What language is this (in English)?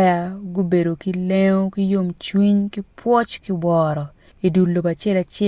Acoli